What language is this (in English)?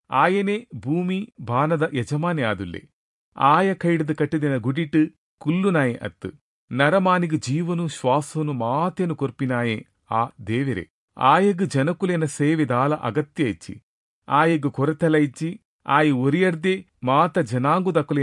Tulu